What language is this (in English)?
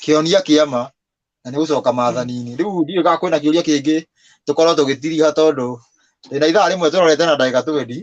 Kikuyu